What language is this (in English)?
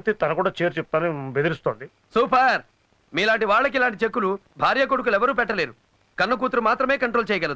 Telugu